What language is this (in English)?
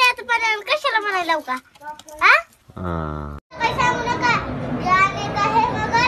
Marathi